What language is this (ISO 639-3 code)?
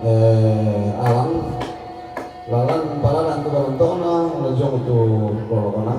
sda